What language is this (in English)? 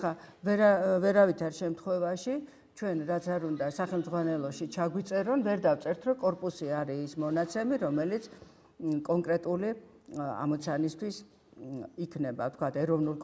Georgian